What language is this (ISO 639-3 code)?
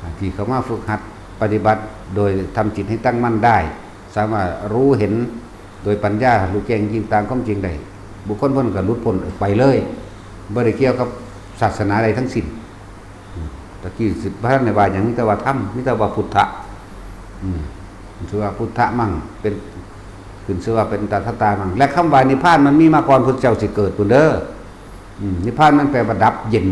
tts